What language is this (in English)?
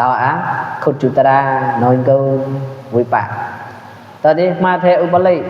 Mon